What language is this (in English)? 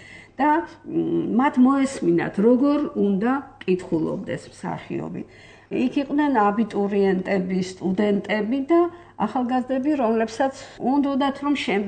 Georgian